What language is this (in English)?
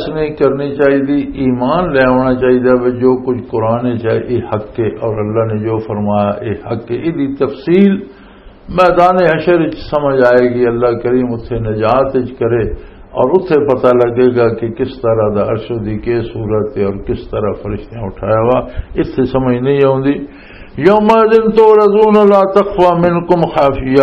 Western Panjabi